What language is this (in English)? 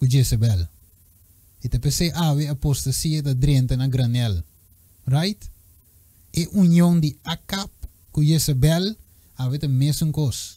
Papiamento